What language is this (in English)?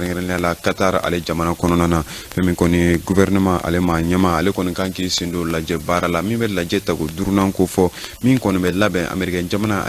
Bambara